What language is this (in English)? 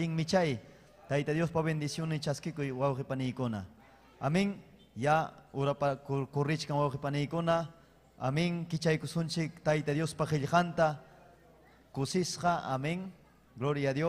Ayacucho Quechua